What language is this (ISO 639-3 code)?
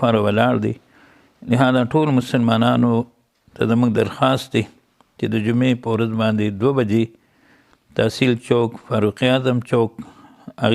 pus